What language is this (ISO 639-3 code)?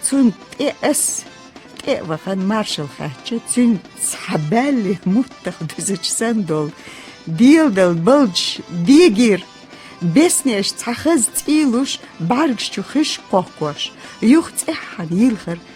che